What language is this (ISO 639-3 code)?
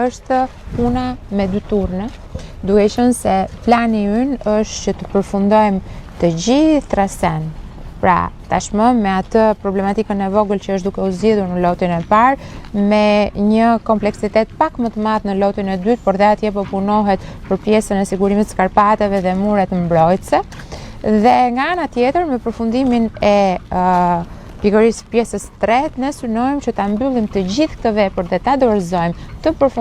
sqi